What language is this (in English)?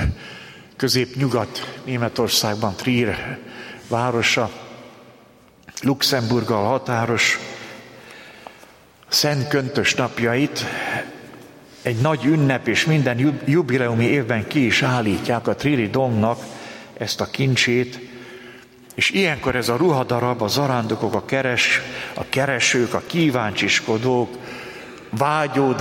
Hungarian